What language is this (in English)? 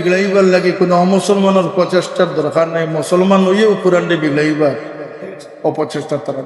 Sylheti